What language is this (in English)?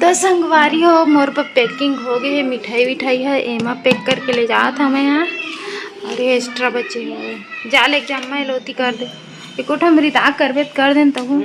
Chhattisgarhi